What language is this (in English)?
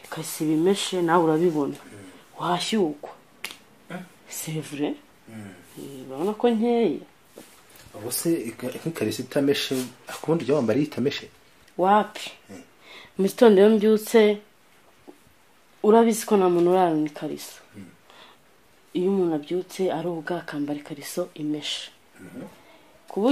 Kinyarwanda